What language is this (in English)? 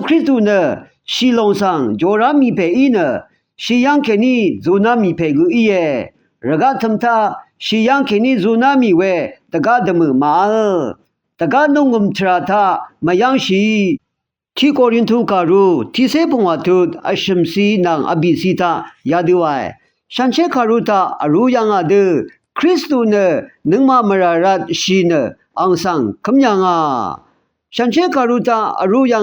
Rawang